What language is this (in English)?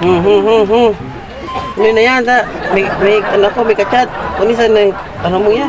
Bikol